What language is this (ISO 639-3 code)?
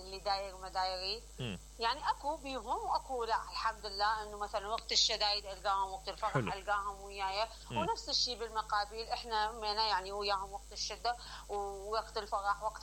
acm